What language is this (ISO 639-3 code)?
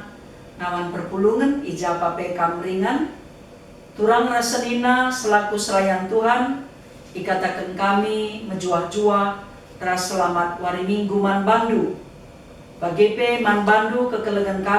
btx